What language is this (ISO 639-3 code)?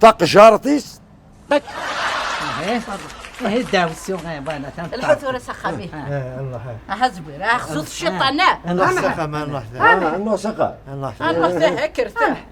kab